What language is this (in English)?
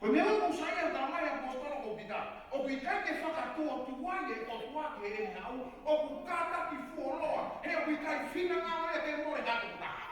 Tongan